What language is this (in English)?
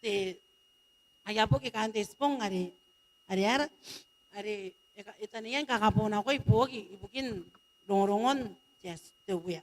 Gilbertese